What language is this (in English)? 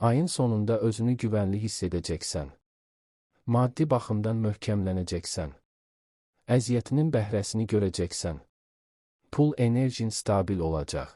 Azerbaijani